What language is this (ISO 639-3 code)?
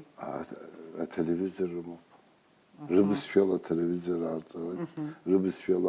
abk